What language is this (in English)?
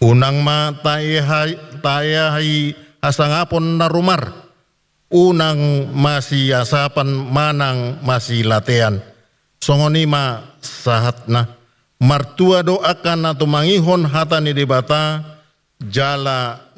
Batak Toba